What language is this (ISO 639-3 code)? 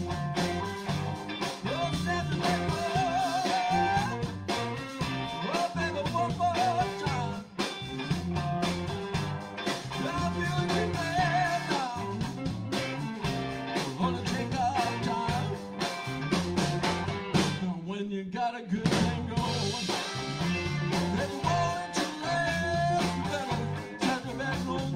eng